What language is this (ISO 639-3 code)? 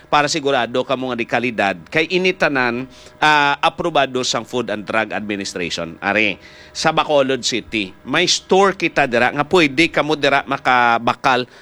hil